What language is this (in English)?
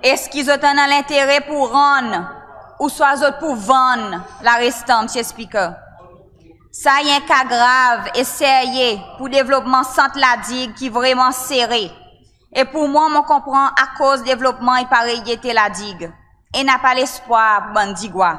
Seselwa Creole French